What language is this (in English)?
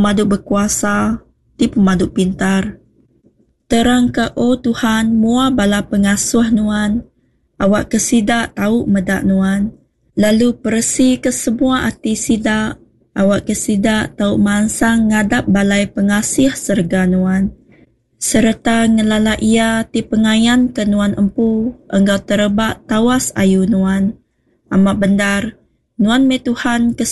Iban